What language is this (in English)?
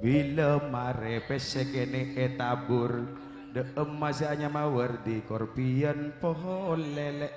Madurese